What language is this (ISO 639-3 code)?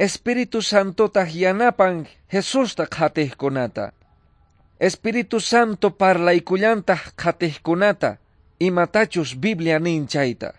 que